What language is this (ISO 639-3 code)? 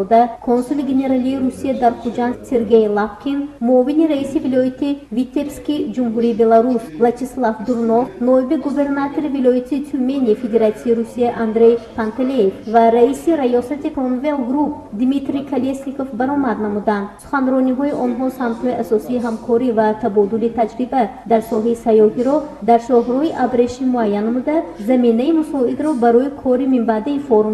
tgk